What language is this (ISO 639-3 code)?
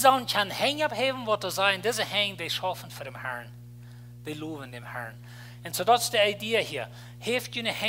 pdt